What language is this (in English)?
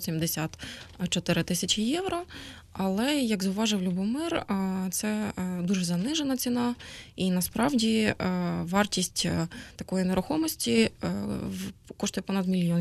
Ukrainian